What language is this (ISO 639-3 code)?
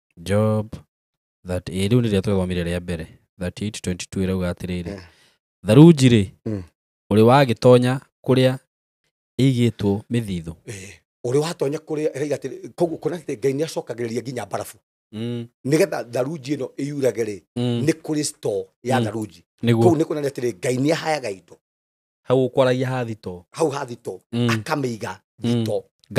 kik